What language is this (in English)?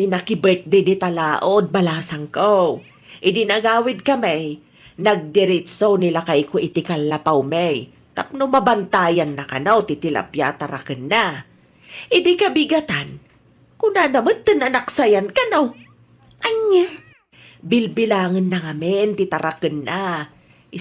Iloko